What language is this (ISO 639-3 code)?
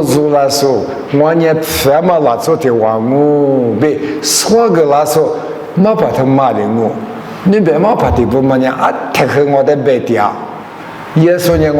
lis